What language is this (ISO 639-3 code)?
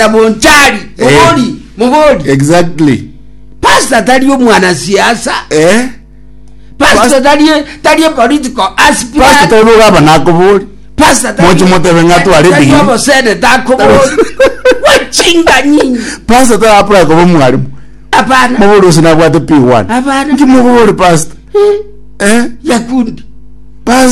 guz